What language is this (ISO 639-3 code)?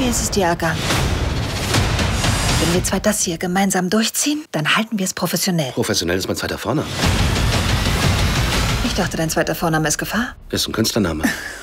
deu